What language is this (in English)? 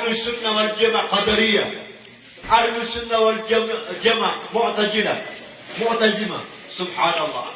Maranao